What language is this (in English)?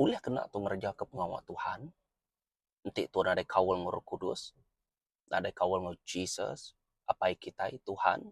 Iban